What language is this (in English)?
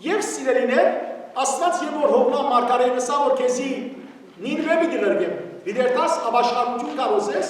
Western Armenian